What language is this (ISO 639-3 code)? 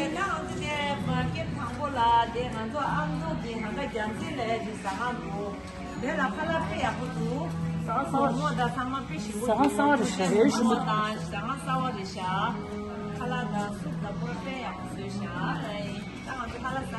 bod